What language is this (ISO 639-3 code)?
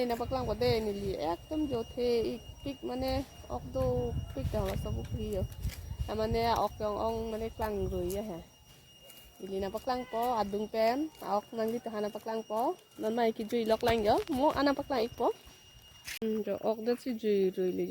mjw